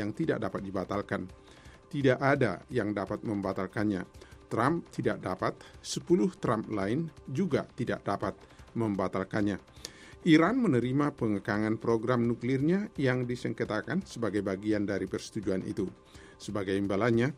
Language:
Indonesian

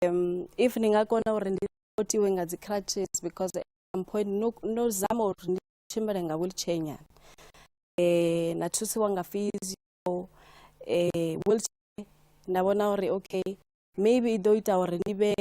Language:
Venda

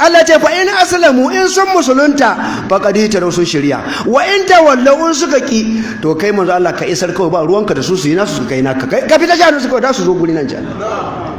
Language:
Hausa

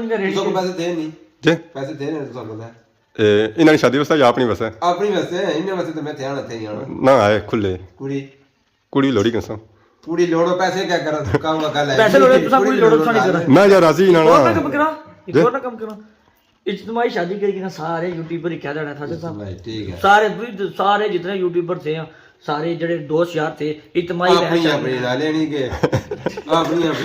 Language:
Pahari-Potwari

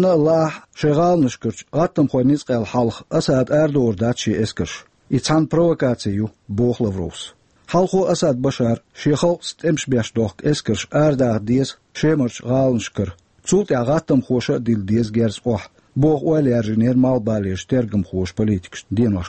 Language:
Chechen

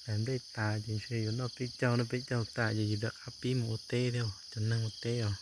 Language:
Hmong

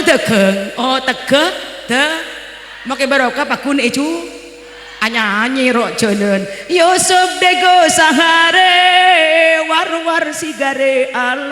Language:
Madurese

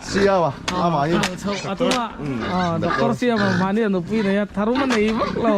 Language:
Mizo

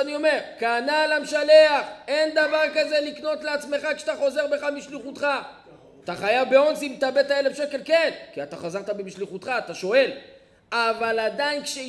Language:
Hebrew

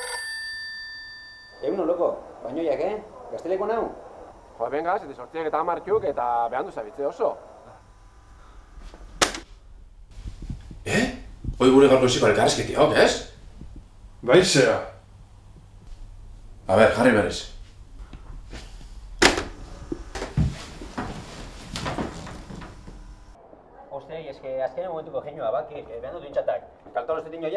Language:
Basque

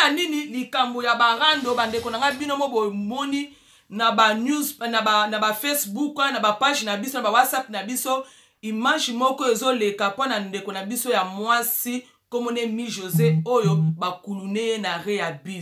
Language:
Lingala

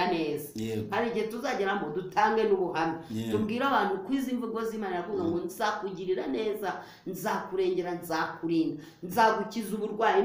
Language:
Kinyarwanda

